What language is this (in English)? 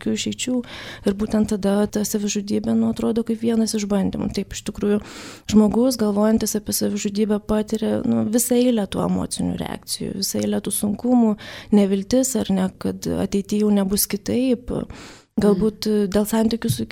Lithuanian